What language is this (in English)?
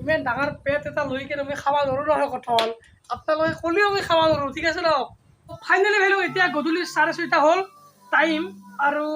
Assamese